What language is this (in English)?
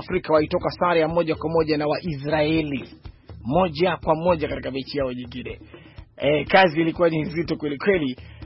Swahili